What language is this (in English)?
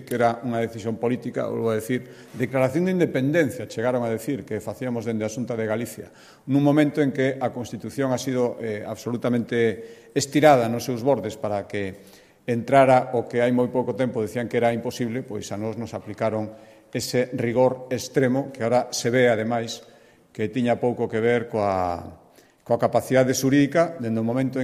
Galician